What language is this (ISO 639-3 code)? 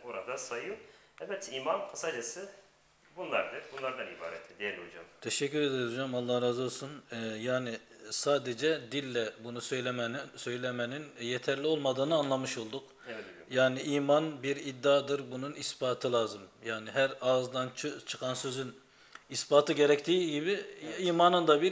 tur